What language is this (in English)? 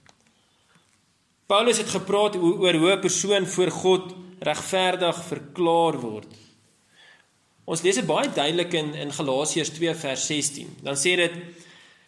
Afrikaans